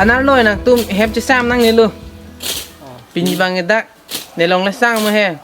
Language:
Karbi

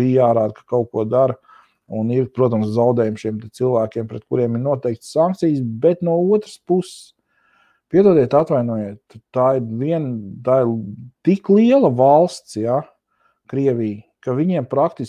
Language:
Latvian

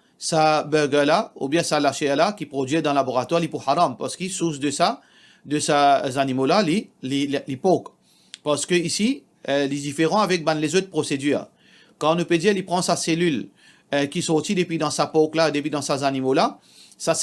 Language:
Morisyen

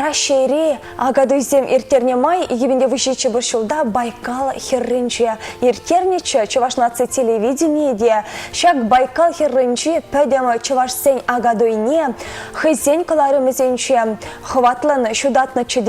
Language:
Chuvash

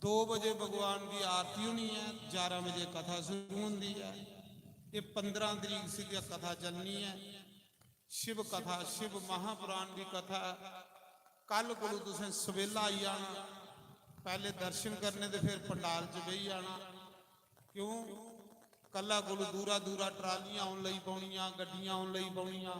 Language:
Dogri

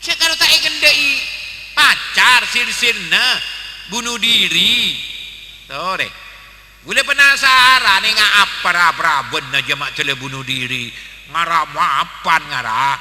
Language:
Madurese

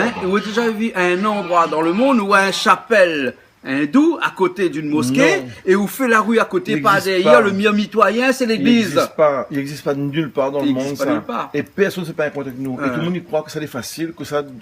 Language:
Réunion Creole French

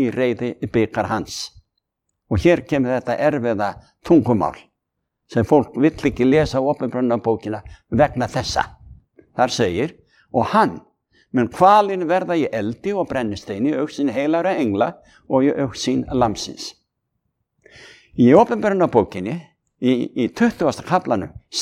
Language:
Icelandic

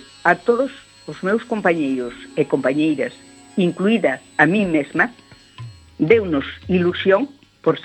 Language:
Galician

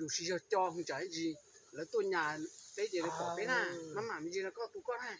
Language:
Hmong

